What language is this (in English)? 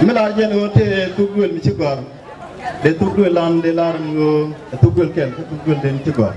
Nuer